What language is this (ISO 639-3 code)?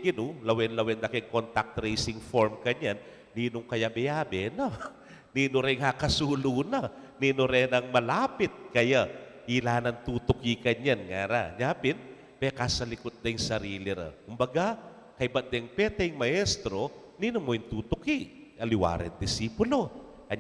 pam